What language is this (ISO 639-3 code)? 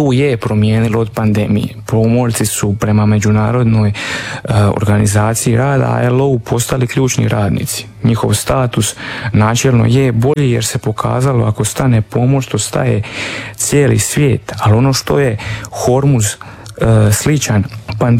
hrv